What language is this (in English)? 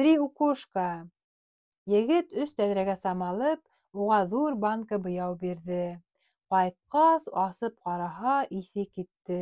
Bashkir